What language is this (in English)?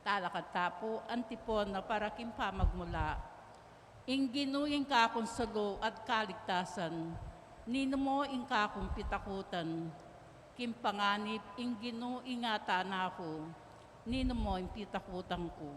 Pampanga